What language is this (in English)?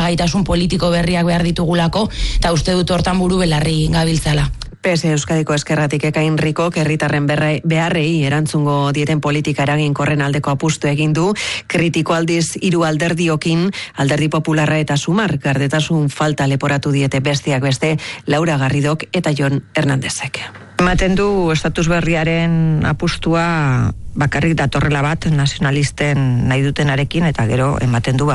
Basque